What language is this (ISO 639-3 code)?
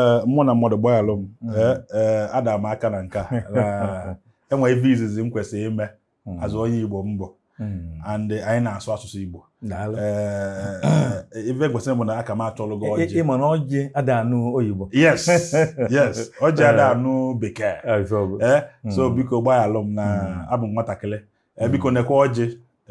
ibo